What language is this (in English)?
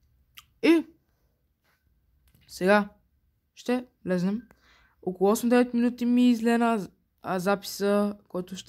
Bulgarian